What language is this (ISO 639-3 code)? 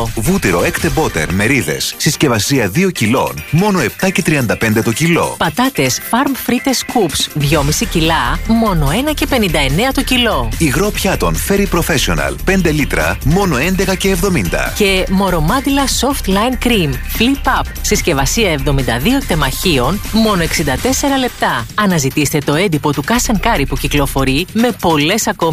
ell